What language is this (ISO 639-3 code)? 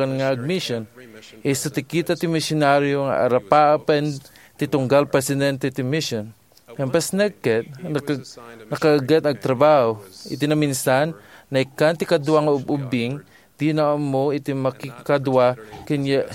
ilo